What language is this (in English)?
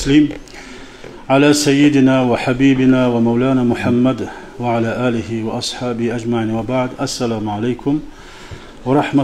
Kumyk